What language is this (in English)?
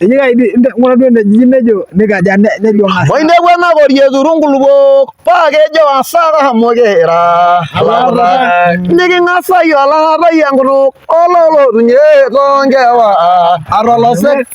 Masai